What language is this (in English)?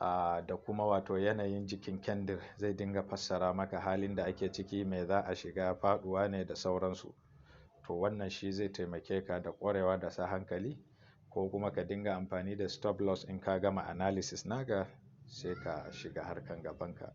Hausa